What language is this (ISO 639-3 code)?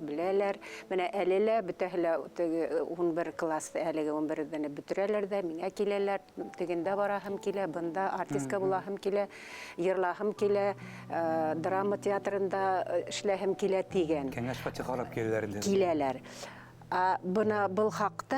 bak